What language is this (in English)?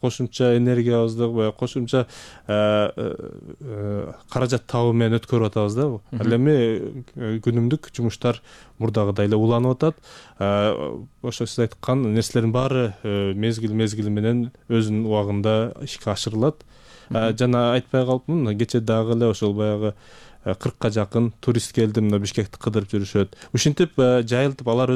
Kyrgyz